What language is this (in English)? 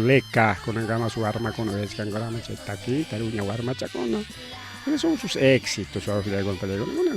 Ayacucho Quechua